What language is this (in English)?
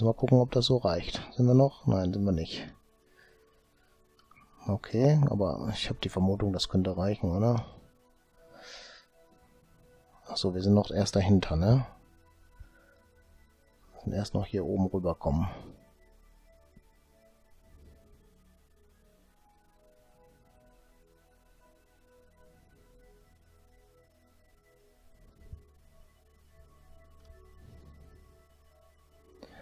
German